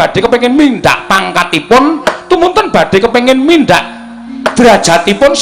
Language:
Javanese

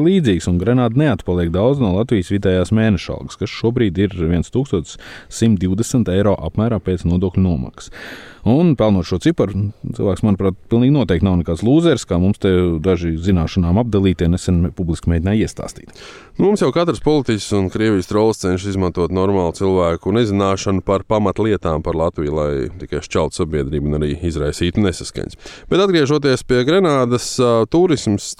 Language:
Latvian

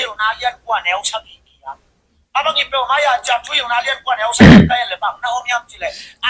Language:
Tedim Chin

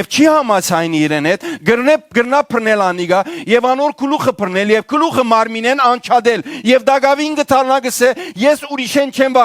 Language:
Western Armenian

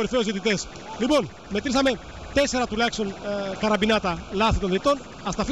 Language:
Greek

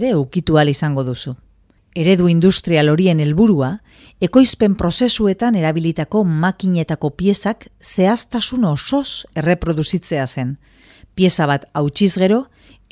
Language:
Basque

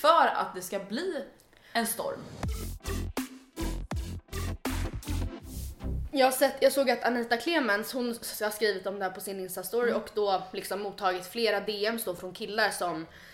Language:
Swedish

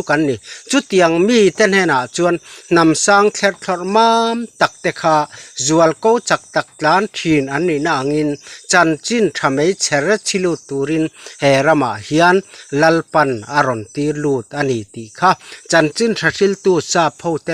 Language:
Mizo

